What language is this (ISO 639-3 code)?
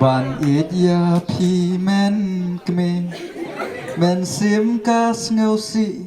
kha